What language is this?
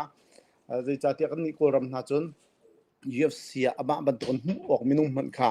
Hakha Chin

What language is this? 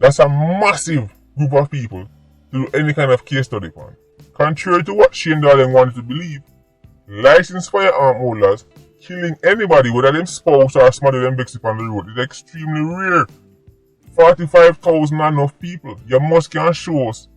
Jamaican Creole English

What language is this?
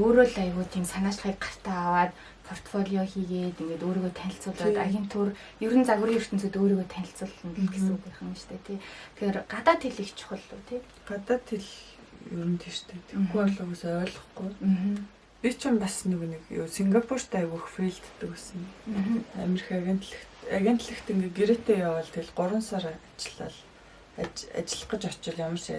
Mongolian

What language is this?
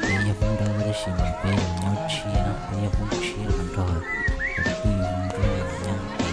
Hmong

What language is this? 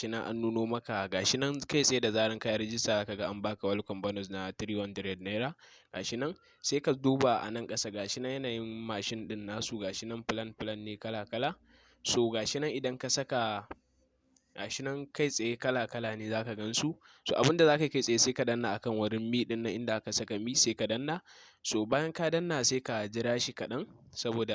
Hausa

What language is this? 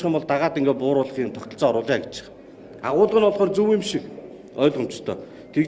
Mongolian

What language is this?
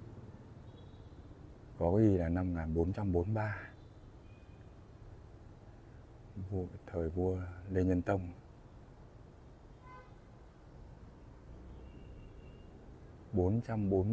Vietnamese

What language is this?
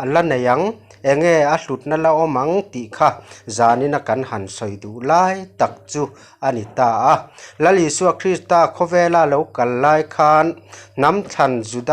Mizo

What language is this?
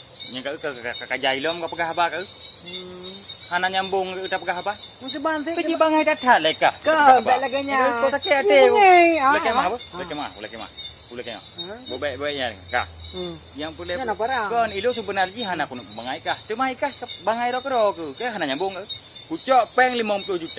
Achinese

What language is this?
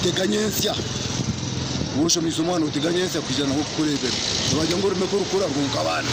Nyankole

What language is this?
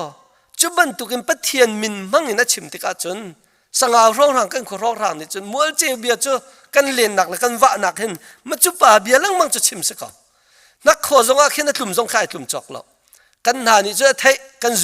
Hakha Chin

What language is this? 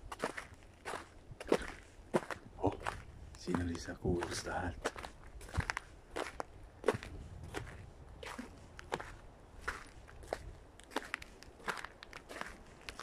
Estonian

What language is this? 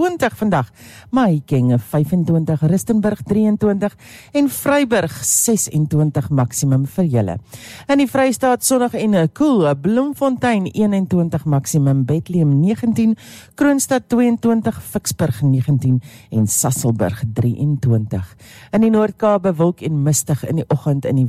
Afrikaans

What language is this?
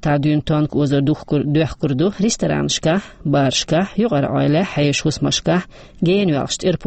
Chechen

